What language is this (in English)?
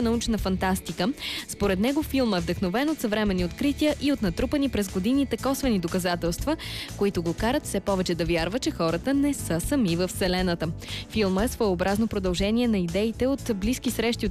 Bulgarian